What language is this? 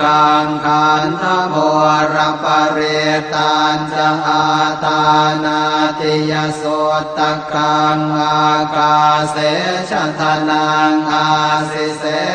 Pali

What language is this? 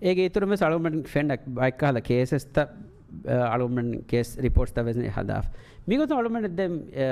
Divehi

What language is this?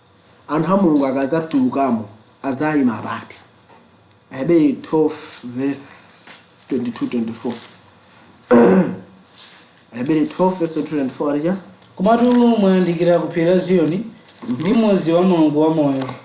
Nyanja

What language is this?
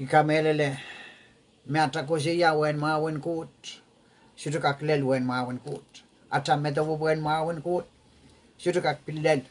Pohnpeian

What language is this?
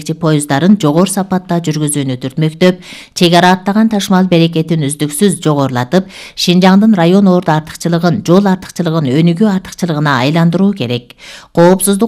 Kyrgyz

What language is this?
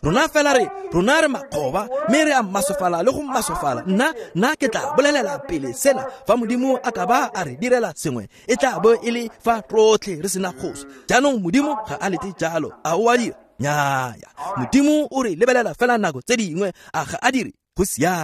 Tswana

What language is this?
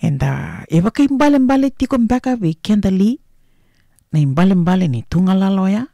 Fijian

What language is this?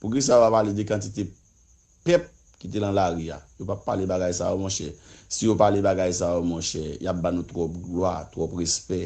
Haitian Creole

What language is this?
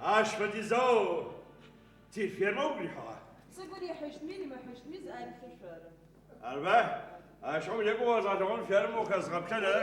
Adyghe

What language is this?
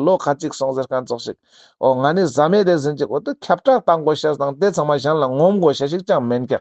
Ladakhi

